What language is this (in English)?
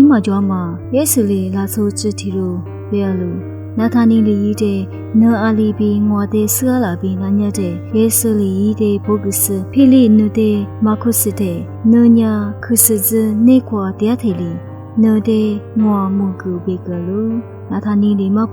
Lisu